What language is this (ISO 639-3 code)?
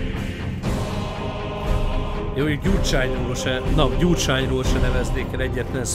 hun